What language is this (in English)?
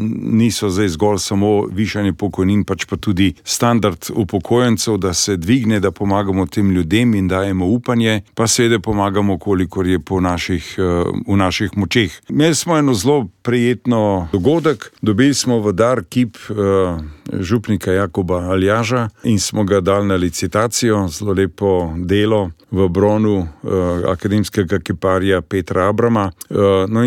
Slovenian